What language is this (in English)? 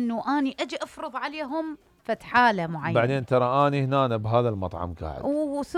Mesopotamian Arabic